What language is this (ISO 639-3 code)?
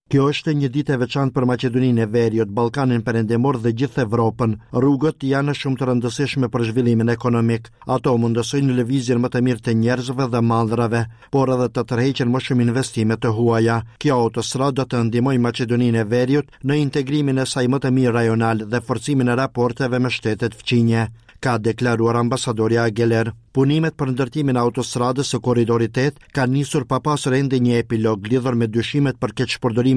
sqi